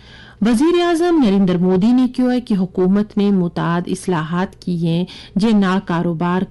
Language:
Gujari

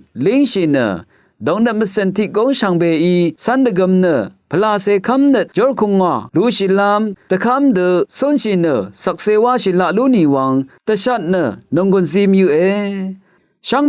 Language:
Rawang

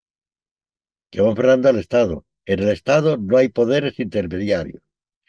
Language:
Spanish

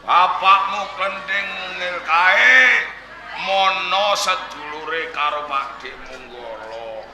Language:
Javanese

